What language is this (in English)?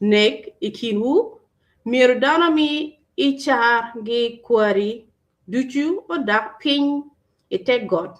Acoli